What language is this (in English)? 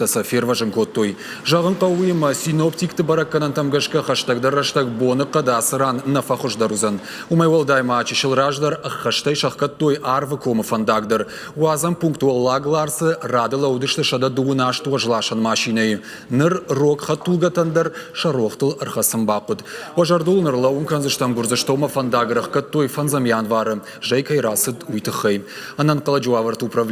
Ossetic